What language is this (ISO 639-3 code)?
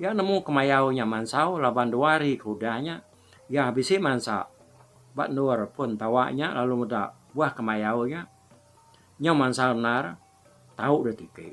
iba